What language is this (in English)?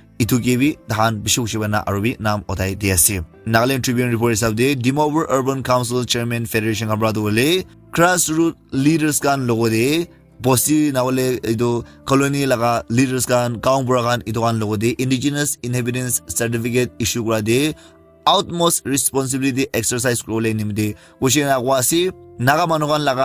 Naga Pidgin